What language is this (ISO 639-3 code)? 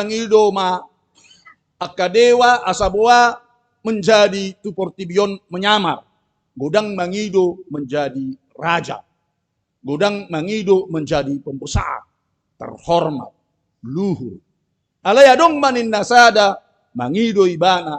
bbc